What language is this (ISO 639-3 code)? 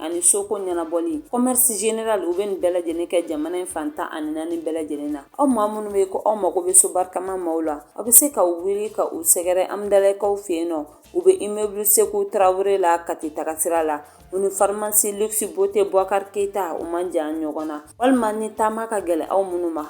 bam